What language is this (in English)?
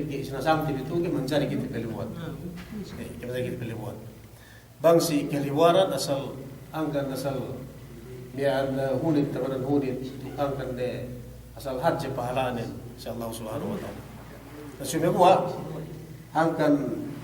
Yakan